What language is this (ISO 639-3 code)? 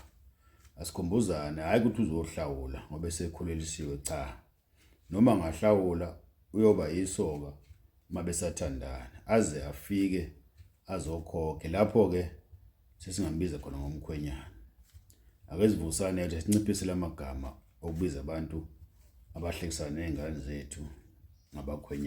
zul